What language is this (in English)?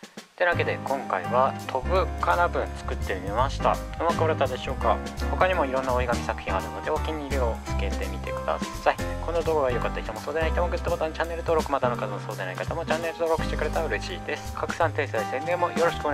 Japanese